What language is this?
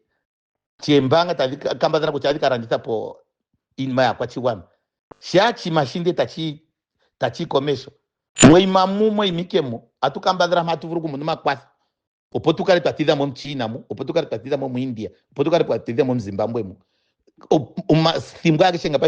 Ndonga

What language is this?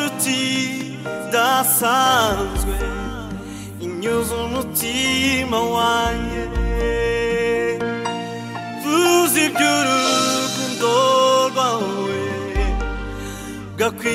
Kinyarwanda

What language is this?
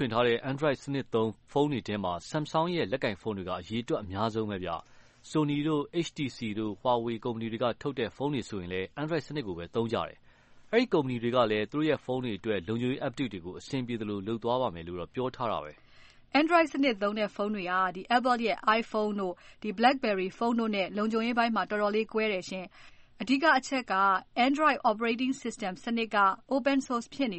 Burmese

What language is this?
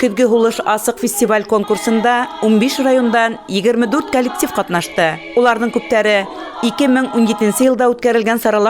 Bashkir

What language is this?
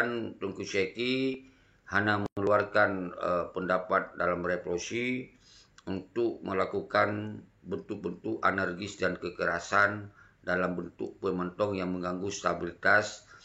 Achinese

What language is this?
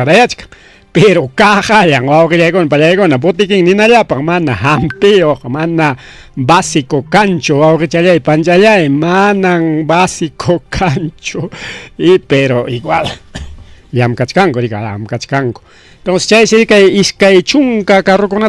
Ayacucho Quechua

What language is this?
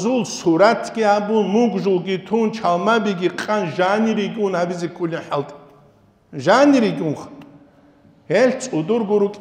Avaric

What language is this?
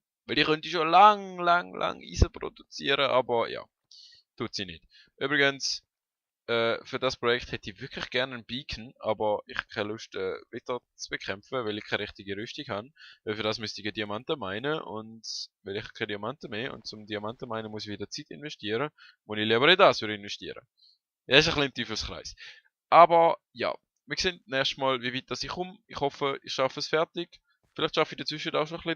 Swiss German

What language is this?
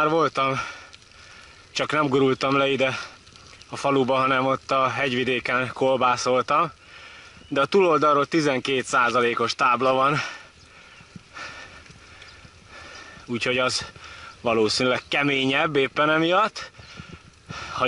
Hungarian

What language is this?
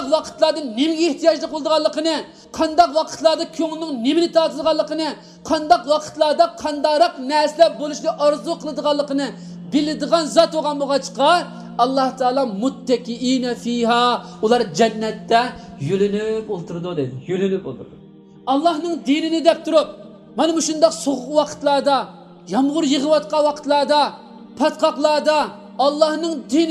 Uyghur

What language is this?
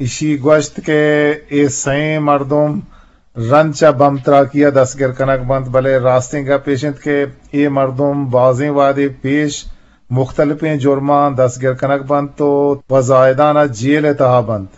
Eastern Balochi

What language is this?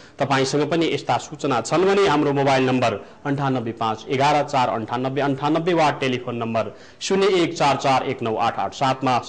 Nepali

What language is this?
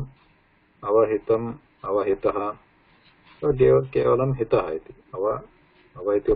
Sanskrit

